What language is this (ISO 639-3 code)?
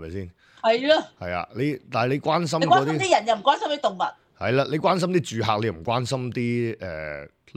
yue